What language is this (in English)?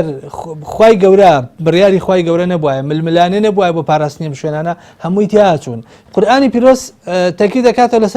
Central Kurdish